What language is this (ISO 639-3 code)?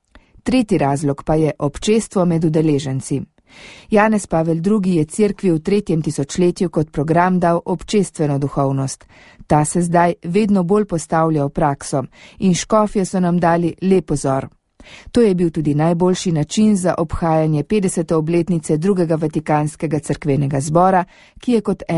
slv